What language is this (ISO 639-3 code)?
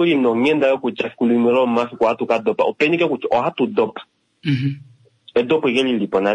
kua